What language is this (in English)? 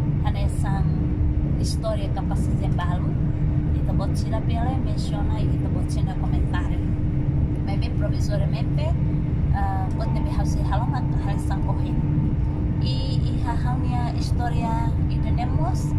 Tetum